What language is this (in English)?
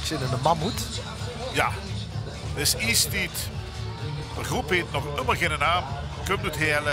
Limburgish